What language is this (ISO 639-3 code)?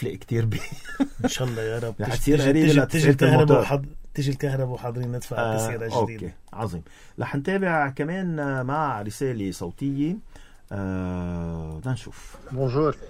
apc